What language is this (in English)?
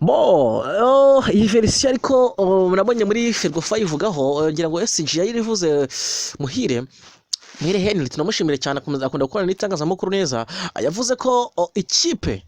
Kinyarwanda